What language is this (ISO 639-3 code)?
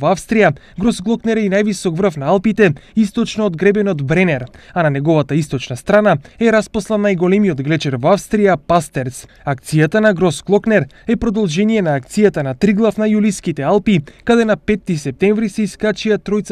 mkd